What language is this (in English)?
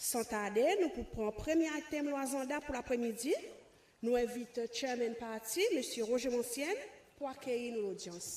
Seselwa Creole French